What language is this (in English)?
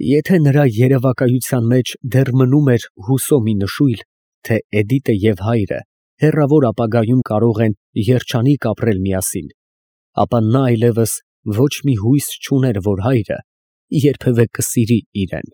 Armenian